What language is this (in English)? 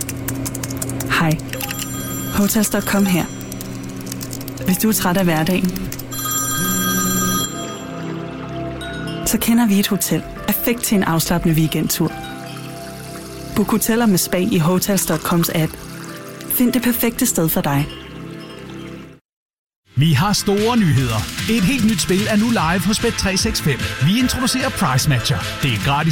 Danish